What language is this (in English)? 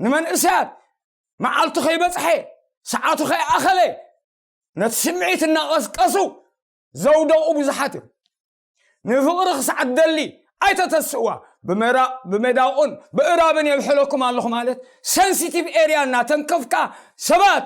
Tigrinya